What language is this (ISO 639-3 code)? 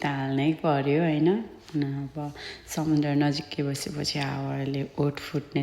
nep